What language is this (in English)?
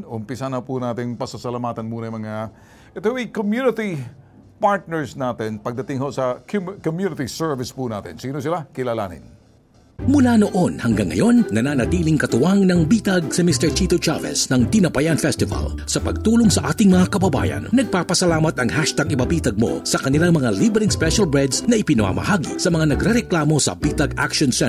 Filipino